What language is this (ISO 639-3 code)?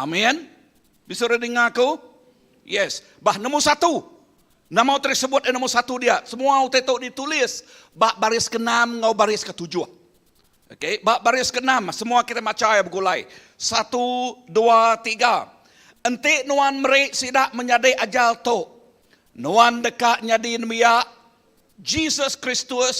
iba